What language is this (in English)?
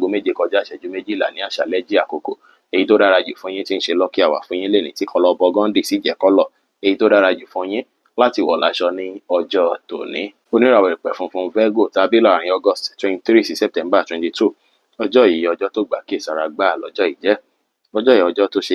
Yoruba